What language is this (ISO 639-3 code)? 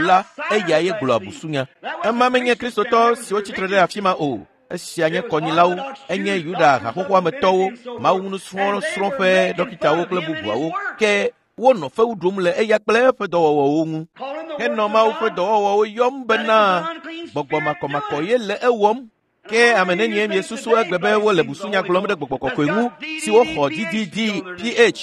ewe